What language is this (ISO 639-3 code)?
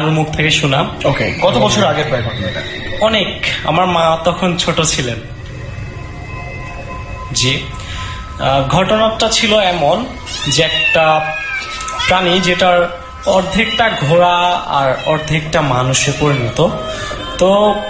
ben